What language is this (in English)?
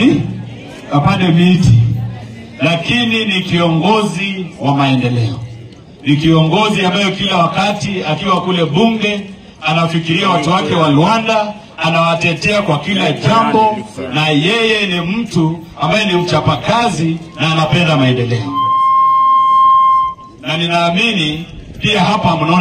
Swahili